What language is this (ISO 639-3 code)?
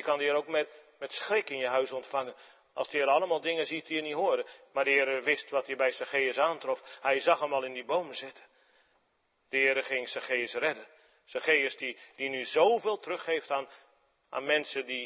nld